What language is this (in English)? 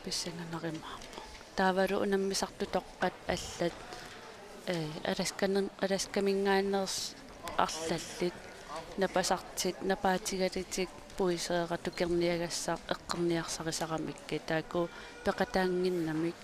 Kalaallisut